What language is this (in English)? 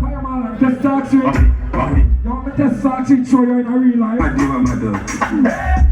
Jamaican Creole English